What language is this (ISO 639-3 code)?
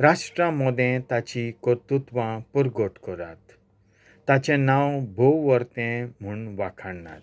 kok